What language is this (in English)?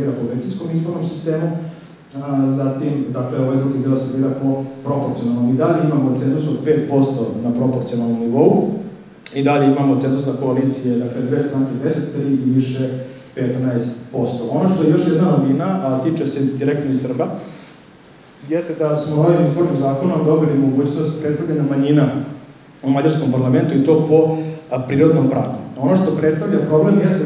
Serbian